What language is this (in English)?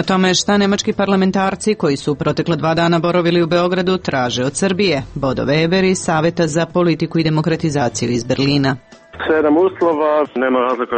Serbian